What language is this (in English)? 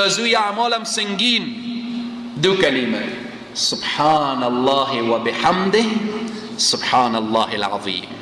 Persian